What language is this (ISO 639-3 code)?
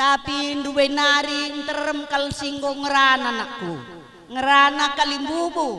btx